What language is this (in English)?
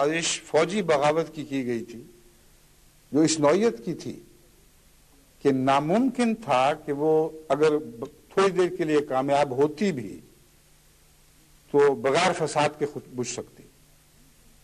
Urdu